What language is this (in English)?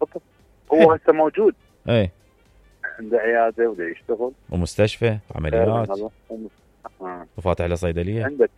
Mesopotamian Arabic